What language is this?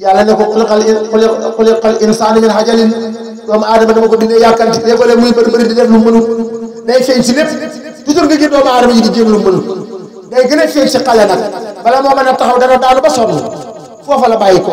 Wolof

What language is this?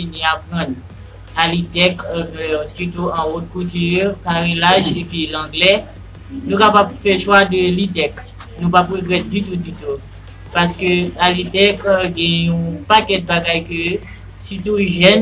Haitian Creole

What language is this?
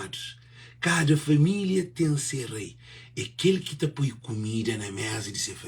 Kabuverdianu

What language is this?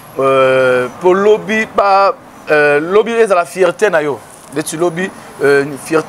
Lingala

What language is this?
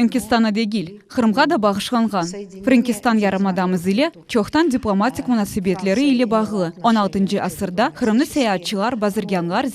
Crimean Tatar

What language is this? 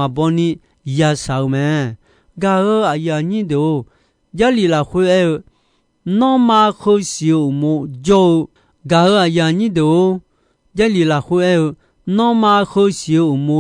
Akha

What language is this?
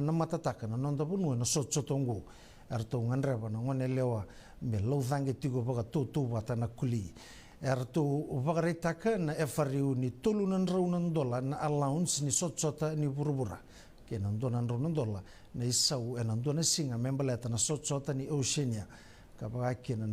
Fijian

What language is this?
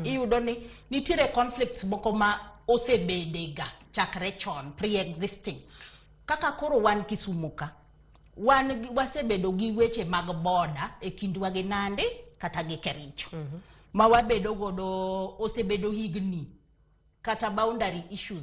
Luo (Kenya and Tanzania)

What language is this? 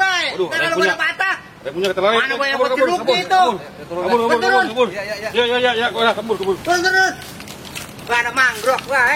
Betawi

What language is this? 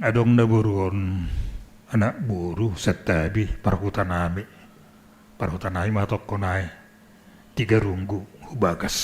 Batak Simalungun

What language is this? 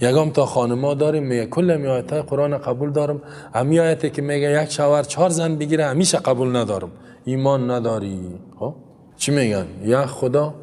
Persian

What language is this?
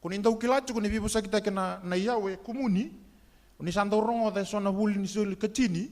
Fijian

